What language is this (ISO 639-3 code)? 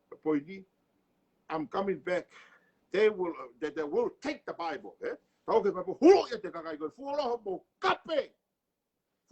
ton